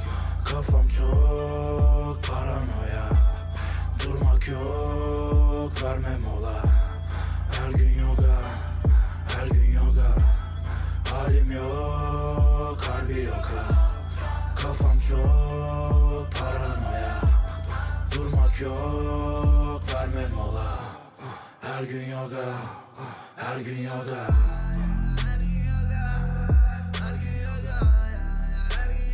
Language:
Turkish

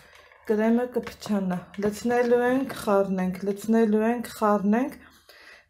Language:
Armenian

